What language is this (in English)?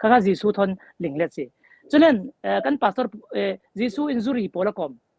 Falam Chin